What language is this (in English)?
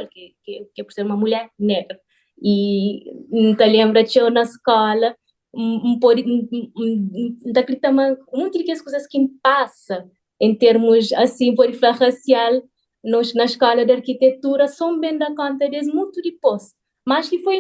Kabuverdianu